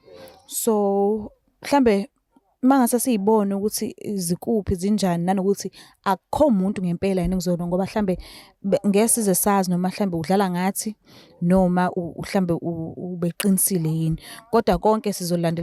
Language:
Zulu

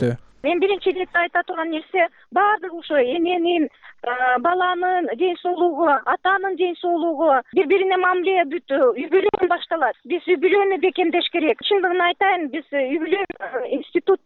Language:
Kyrgyz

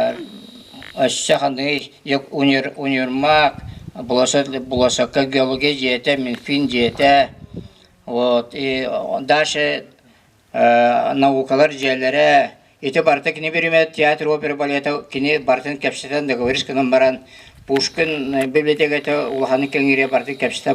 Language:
Yakut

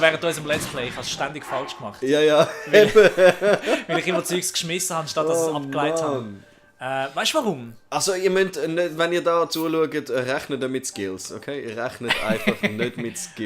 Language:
Swiss German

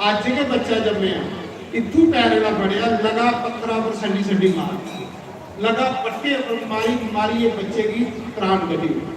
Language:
Dogri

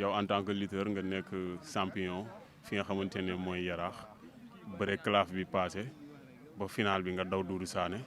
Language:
Wolof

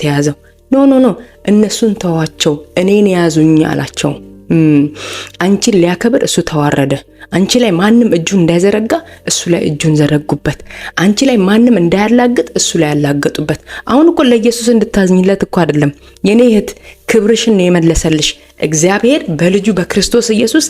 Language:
Amharic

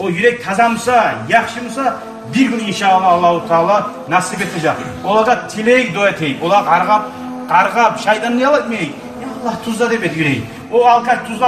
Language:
Kumyk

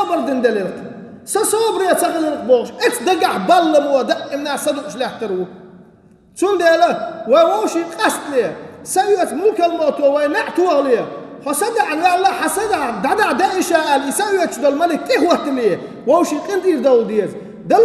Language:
Chechen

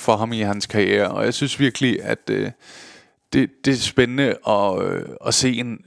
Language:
Danish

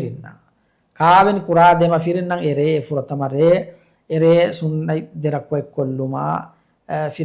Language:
Divehi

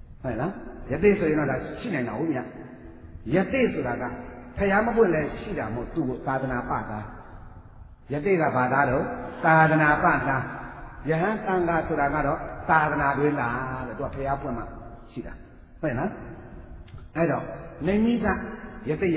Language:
Burmese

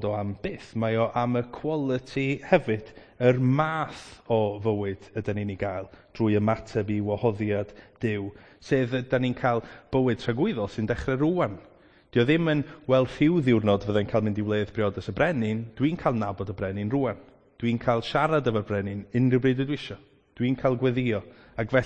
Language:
Welsh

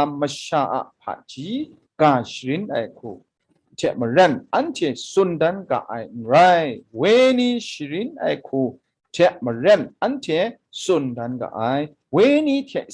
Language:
Kachin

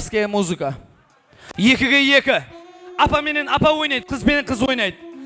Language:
Kazakh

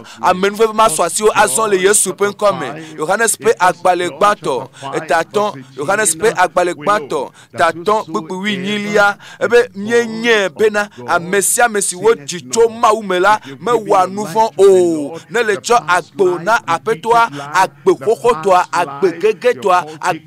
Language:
Ewe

